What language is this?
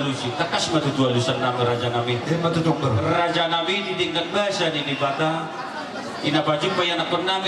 Batak Toba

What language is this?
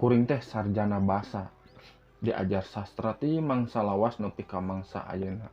Sundanese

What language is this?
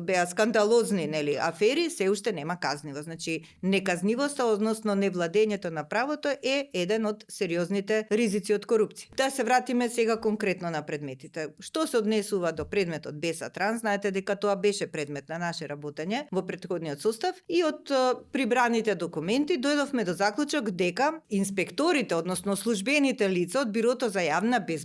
Macedonian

